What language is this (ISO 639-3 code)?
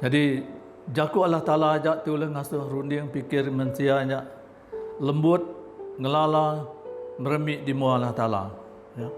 iba